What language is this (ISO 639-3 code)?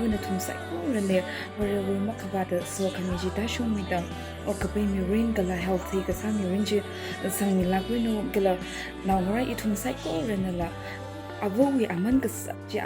nmf